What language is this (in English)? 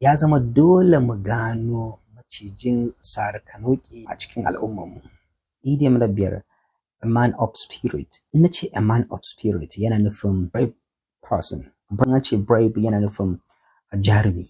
Hausa